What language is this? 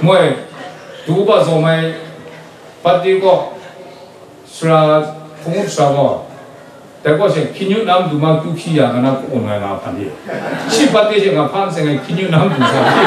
Kachin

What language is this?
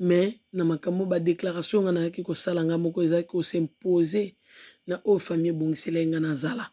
Lingala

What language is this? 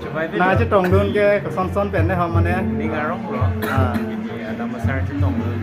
Karbi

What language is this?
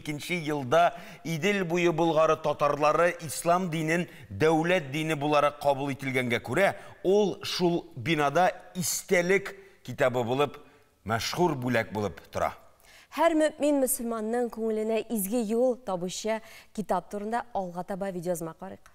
Tatar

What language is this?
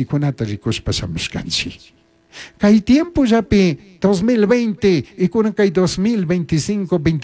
Chimborazo Highland Quichua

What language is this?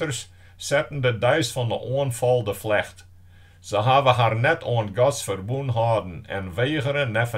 Western Frisian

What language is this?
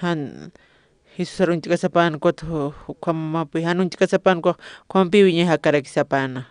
Aymara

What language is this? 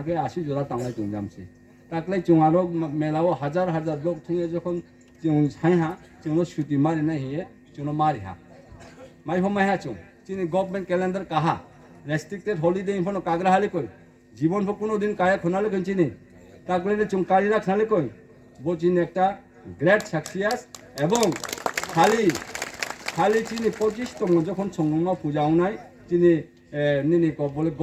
Riang (India)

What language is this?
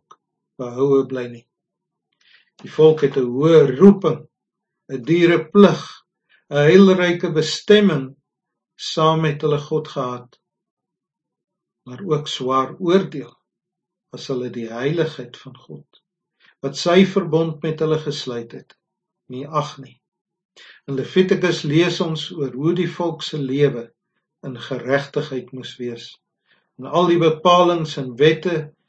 Afrikaans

